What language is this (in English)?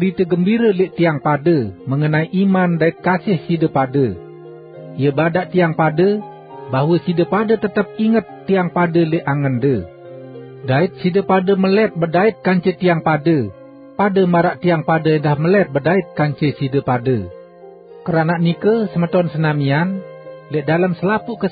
Sasak